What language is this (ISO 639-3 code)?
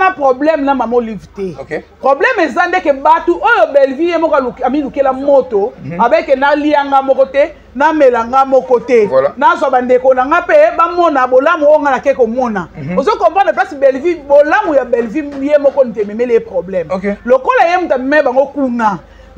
lin